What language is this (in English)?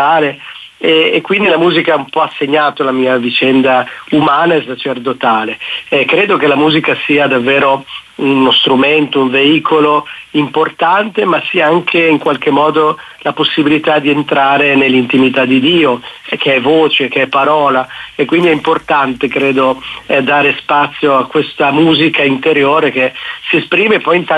Italian